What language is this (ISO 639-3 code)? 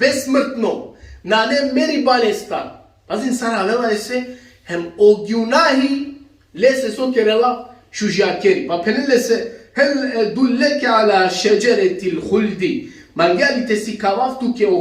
rmn